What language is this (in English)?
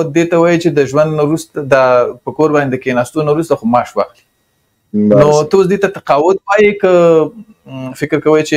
Pashto